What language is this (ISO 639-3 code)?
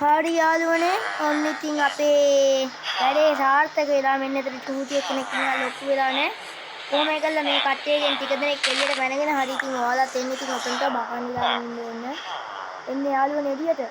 sin